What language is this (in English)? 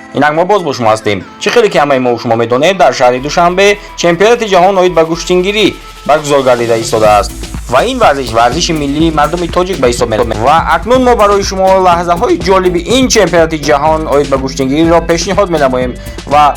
Tajik